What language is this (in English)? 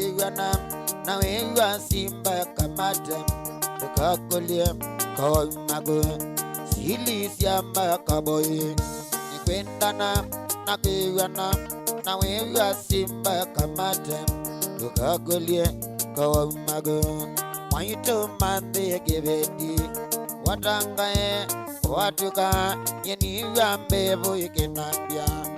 Kamba